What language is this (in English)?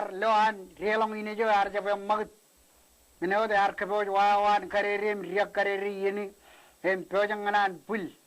Marshallese